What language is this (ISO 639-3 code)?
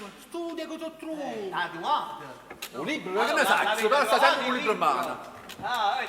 nap